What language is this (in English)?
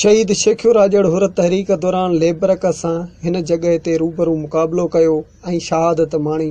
Sindhi